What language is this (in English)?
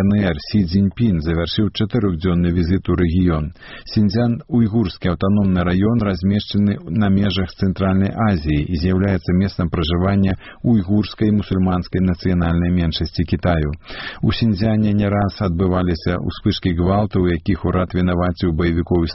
Belarusian